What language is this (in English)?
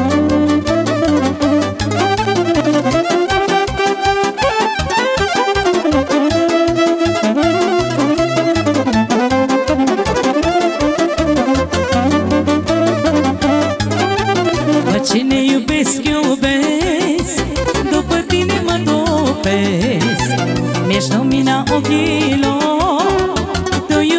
Romanian